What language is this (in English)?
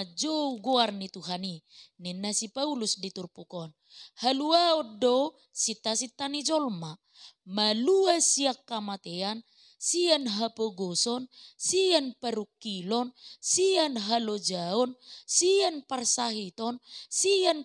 Batak Toba